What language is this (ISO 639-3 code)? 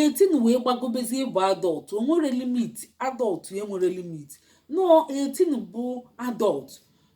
ibo